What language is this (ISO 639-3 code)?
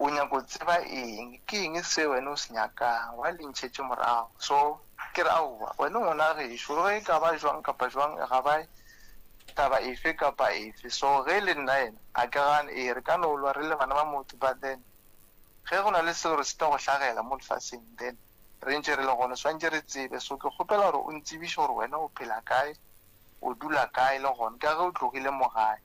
nso